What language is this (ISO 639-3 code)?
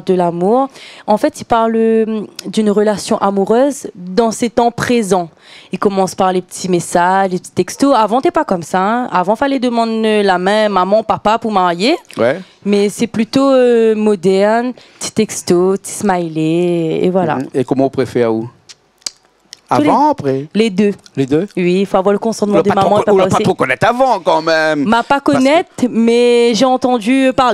rcf